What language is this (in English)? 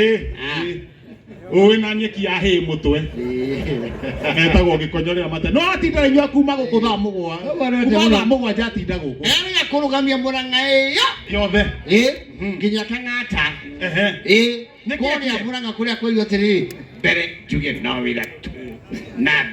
Kikuyu